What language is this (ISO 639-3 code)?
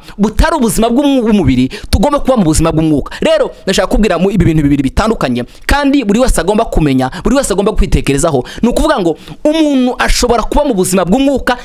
kin